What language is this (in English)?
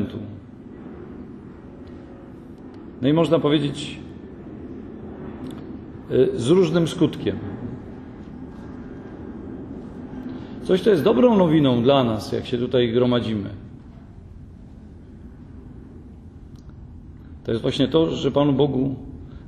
Polish